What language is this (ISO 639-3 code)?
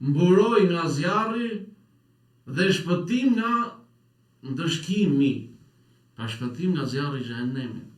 sqi